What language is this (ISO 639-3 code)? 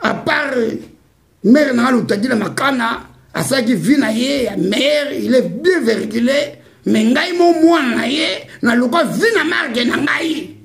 lin